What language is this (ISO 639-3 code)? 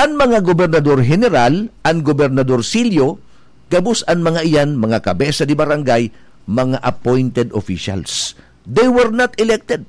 bik